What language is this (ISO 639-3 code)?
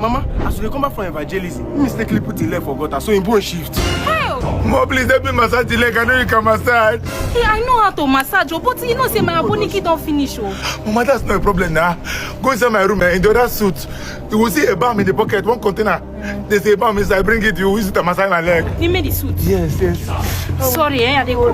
pcm